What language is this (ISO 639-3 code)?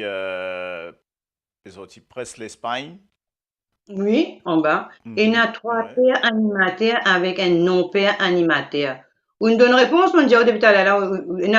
mfe